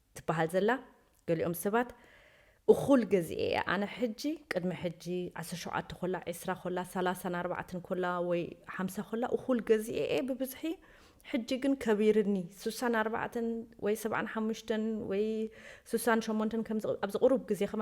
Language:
Tigrinya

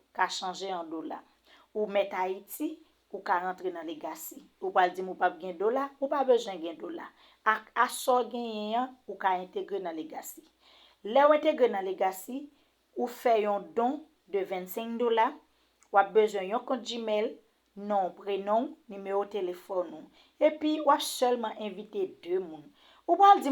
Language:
Haitian Creole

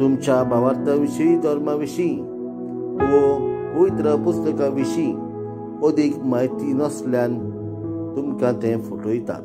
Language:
Konkani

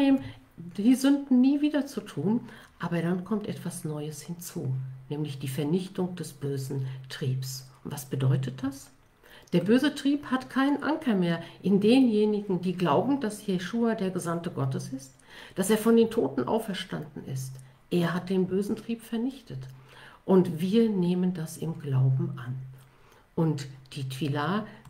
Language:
German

